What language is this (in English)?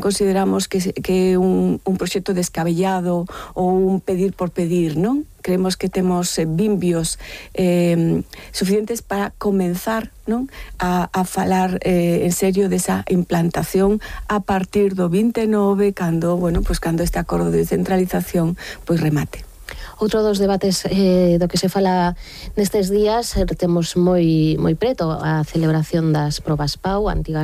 Galician